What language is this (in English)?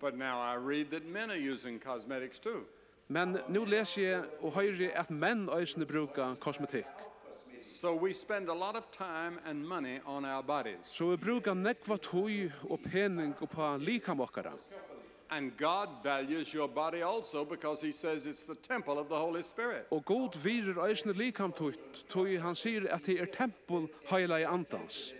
Faroese